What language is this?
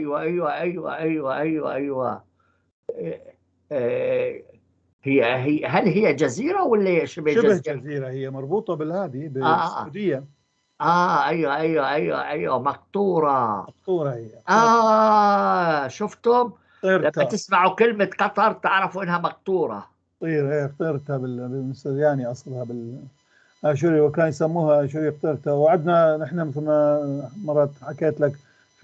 North Levantine Arabic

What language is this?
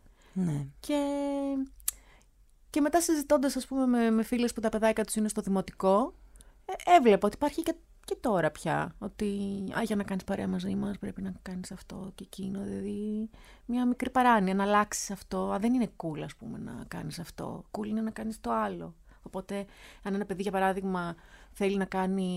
Greek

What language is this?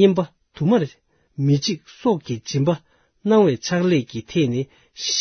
Tibetan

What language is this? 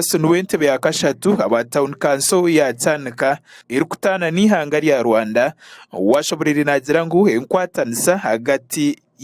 Nyankole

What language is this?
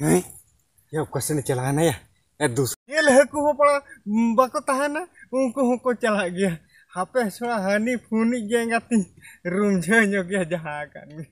Santali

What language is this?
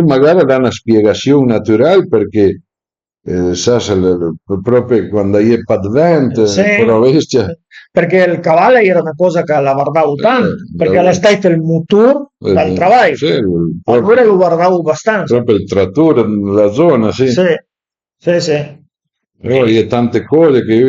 Piedmontese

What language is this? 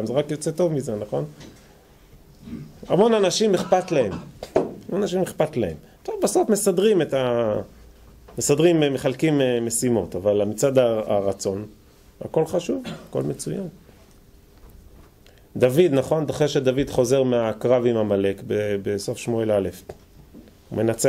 Hebrew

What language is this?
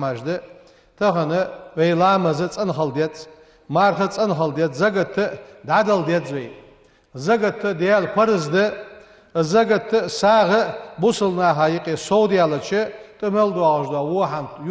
Ingush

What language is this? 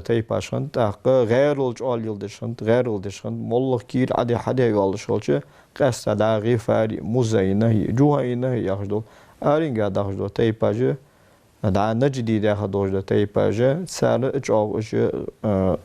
Ingush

